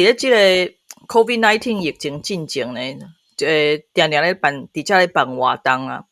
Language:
Min Nan Chinese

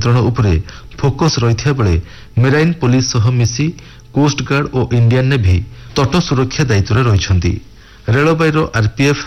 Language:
Odia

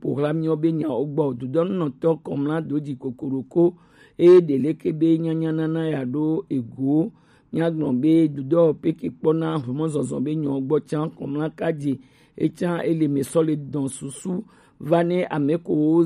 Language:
Gen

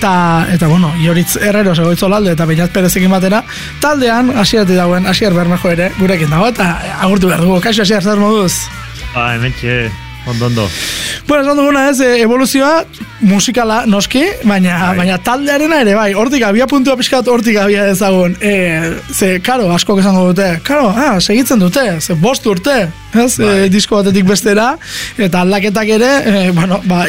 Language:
Basque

